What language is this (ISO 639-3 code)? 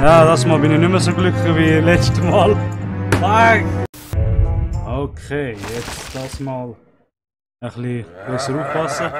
gsw